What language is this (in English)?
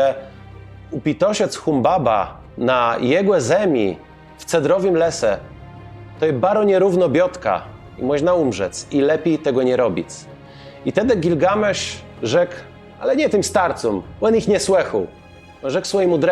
Kashubian